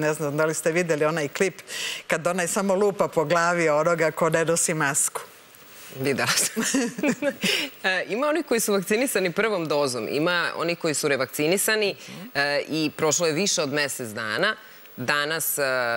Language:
Serbian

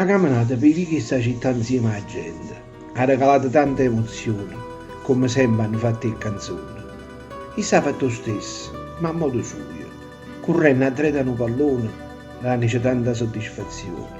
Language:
Neapolitan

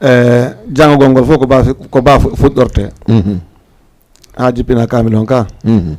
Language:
Fula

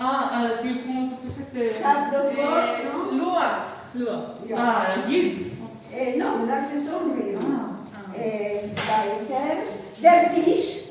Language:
Yiddish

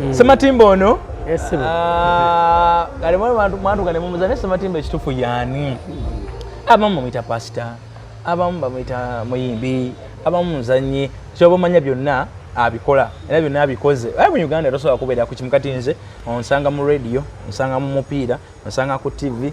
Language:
Ganda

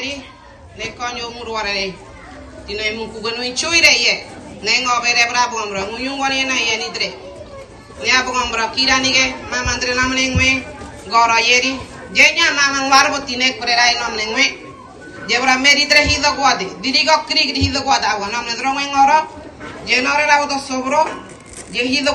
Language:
Ngäbere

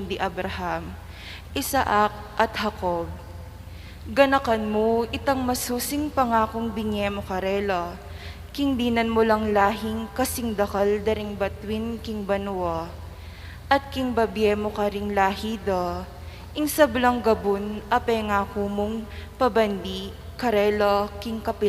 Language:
Pampanga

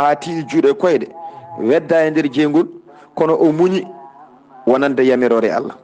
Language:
Fula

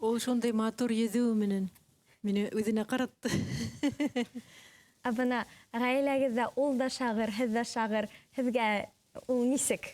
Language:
Bashkir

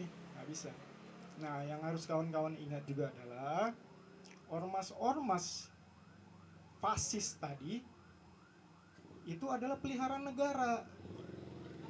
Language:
Indonesian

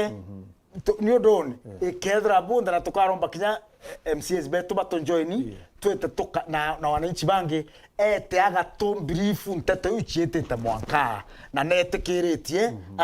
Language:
Meru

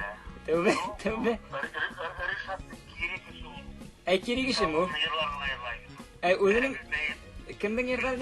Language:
Bashkir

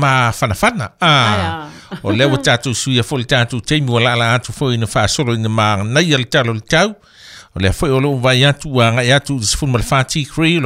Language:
Samoan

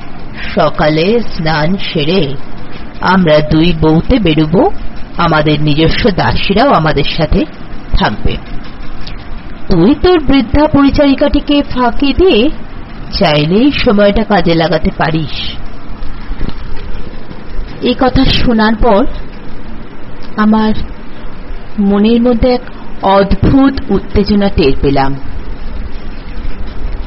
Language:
Bangla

